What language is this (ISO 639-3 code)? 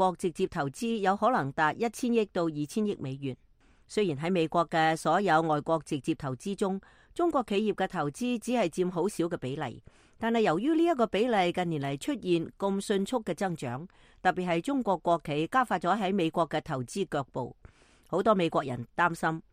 yue